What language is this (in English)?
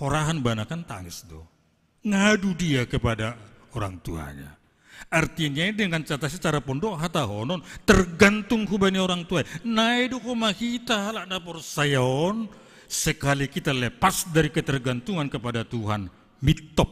Batak Simalungun